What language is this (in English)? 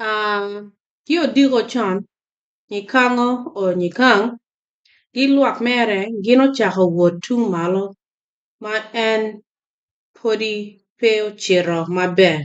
Acoli